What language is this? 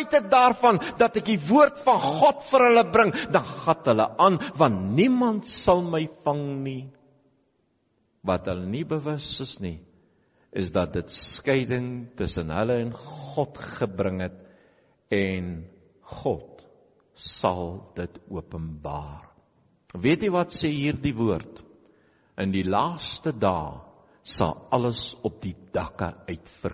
Afrikaans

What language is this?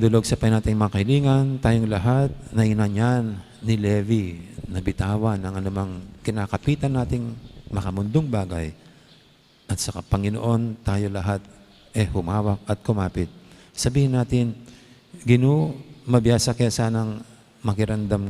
Pampanga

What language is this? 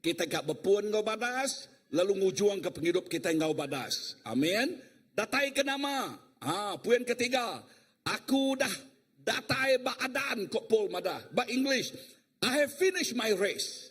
Iban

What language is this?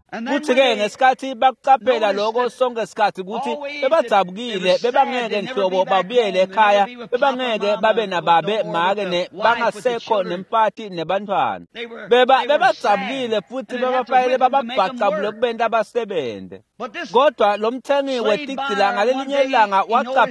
Swati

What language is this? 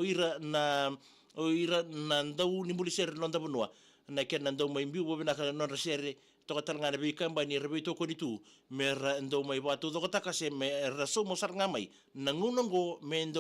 Fijian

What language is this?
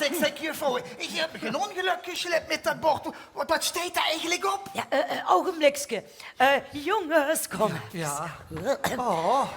Limburgish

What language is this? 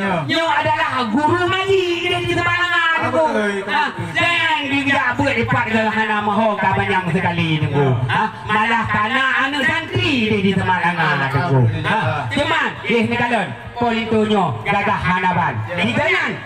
Achinese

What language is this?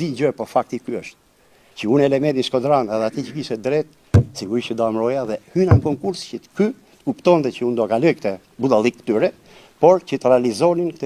Albanian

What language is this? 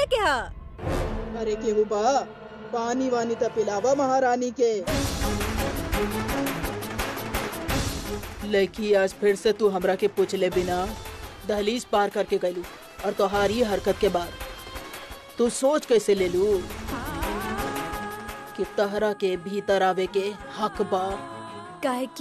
Bhojpuri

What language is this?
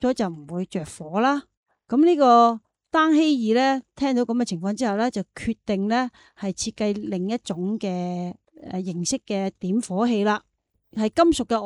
Cantonese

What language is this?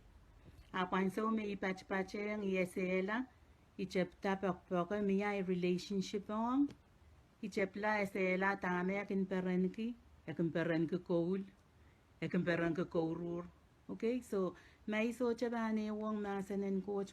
Pohnpeian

